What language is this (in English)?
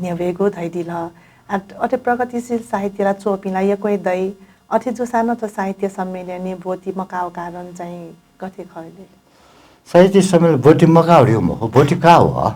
Newari